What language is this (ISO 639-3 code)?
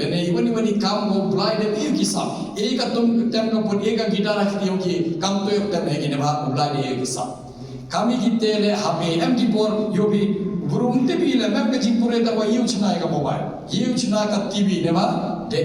kha